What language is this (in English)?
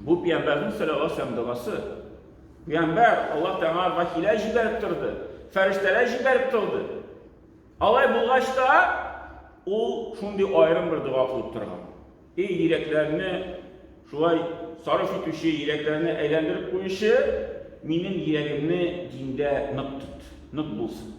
Tatar